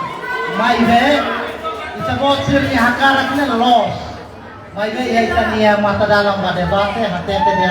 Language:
Tetum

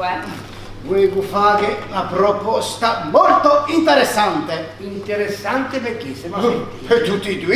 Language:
Ligurian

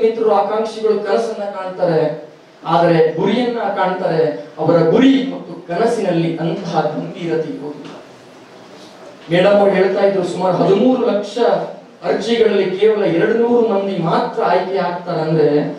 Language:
Kannada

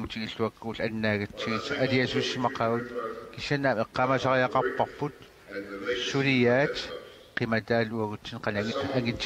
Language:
Kalaallisut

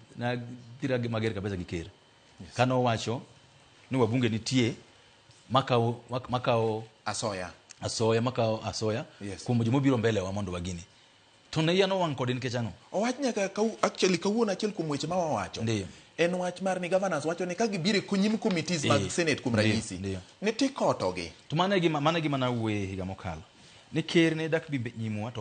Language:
Luo (Kenya and Tanzania)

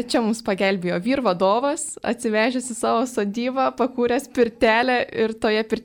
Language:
Lithuanian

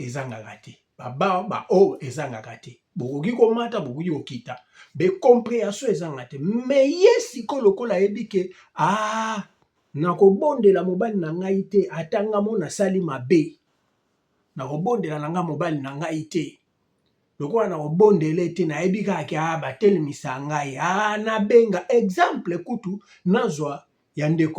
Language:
Lingala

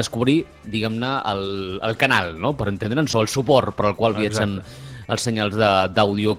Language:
Catalan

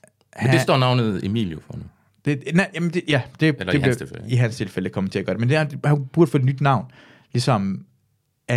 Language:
Danish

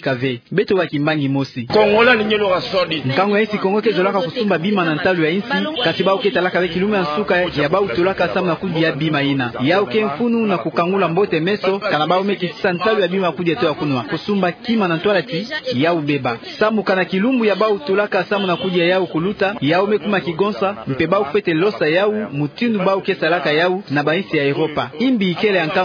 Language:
Kituba (Democratic Republic of Congo)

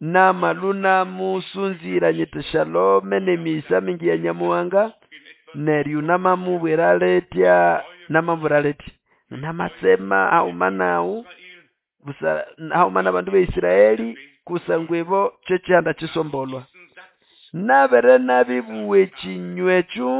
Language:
Nande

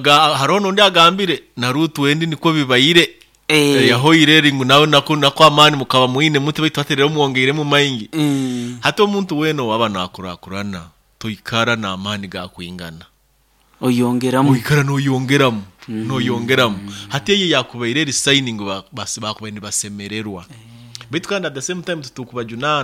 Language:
Nyoro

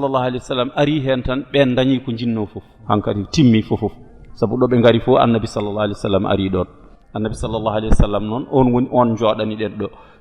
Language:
Fula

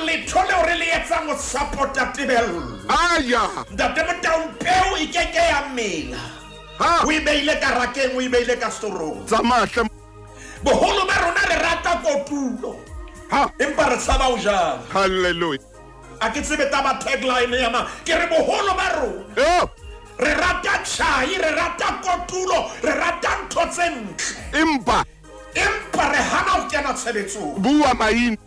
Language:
Southern Sotho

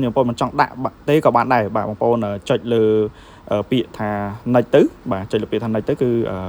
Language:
Khmer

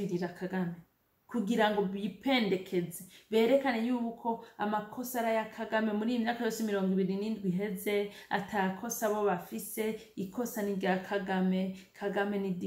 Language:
Rundi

